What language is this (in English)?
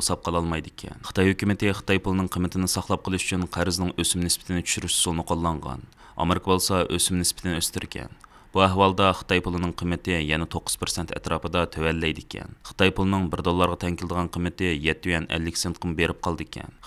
Uyghur